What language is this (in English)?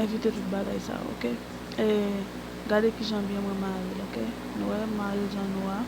Haitian Creole